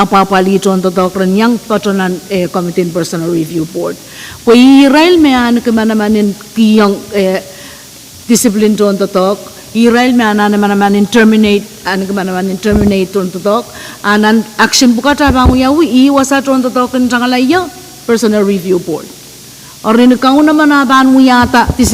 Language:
Pohnpeian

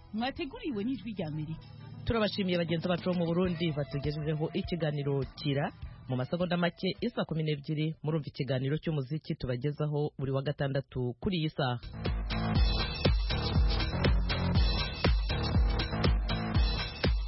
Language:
Kinyarwanda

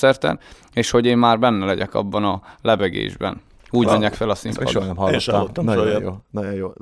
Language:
Hungarian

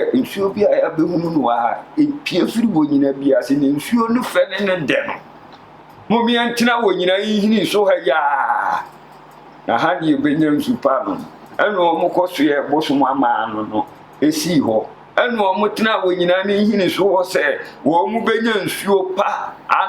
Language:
Akan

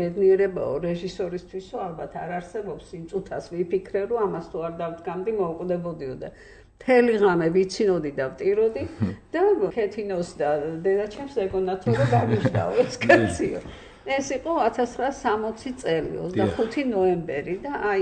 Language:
Georgian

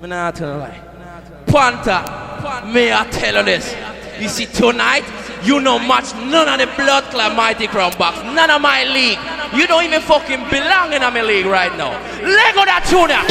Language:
Jamaican Creole English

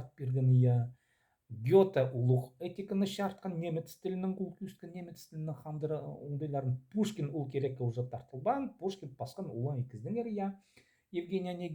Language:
Khakas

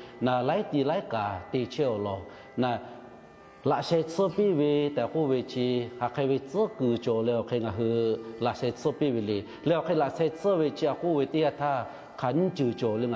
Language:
Lahu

